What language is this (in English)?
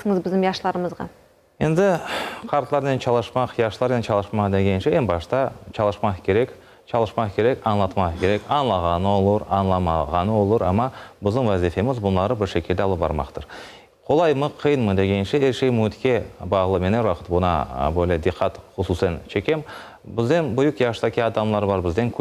Crimean Tatar